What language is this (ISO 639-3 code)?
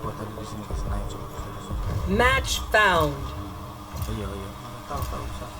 abs